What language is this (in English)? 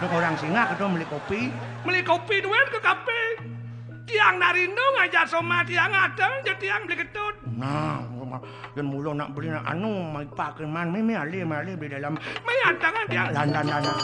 Balinese